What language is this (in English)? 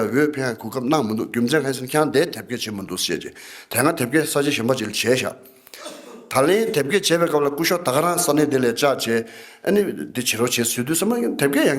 Tibetan